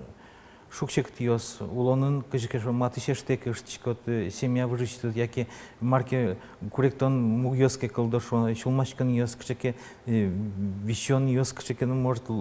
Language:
Udmurt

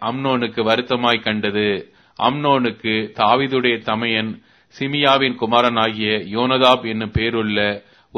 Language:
Tamil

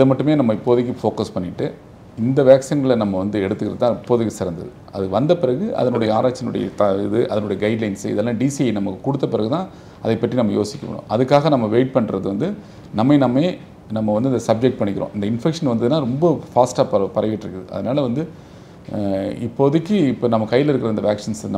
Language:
Tamil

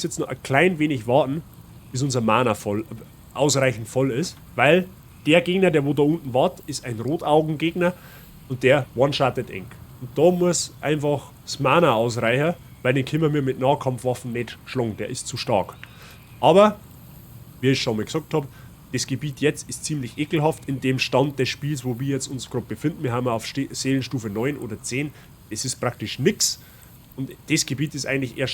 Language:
Bavarian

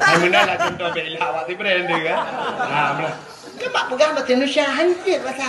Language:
Achinese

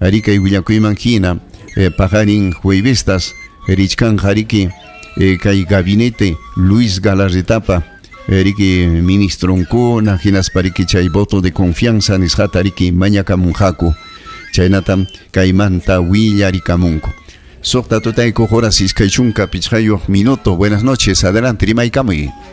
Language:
Ayacucho Quechua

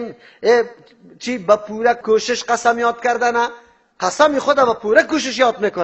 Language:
Persian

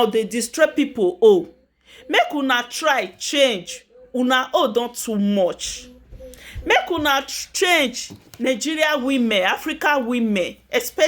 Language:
Nigerian Pidgin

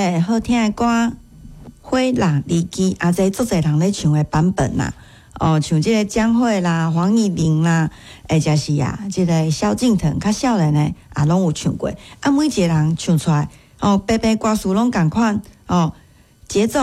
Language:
Min Nan Chinese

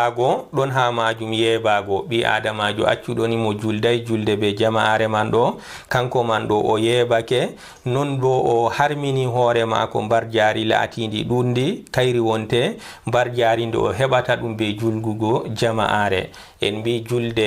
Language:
Fula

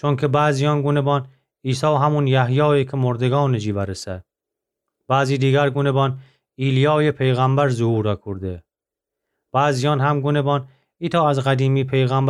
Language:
Gilaki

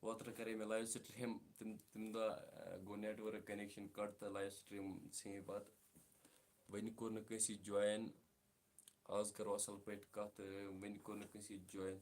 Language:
Kashmiri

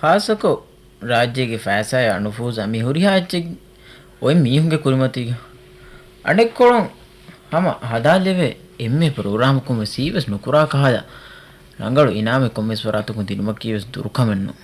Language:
Divehi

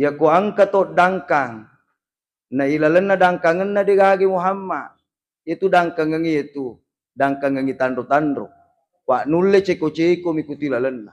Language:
Buginese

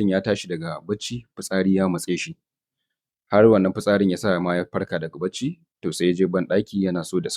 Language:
Hausa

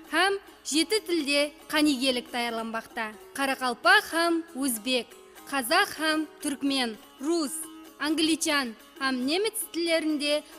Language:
Kara-Kalpak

